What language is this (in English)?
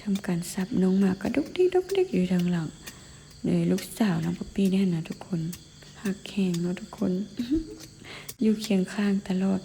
Lao